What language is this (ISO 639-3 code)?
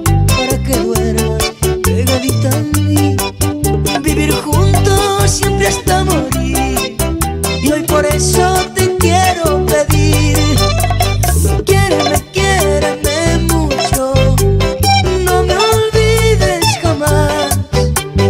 spa